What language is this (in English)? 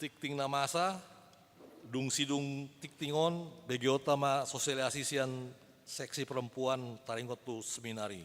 Batak Toba